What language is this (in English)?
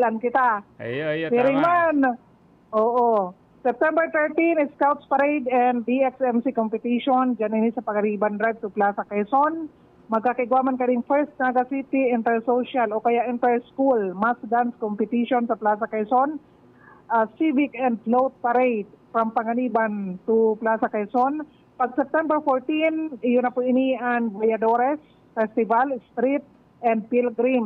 Bikol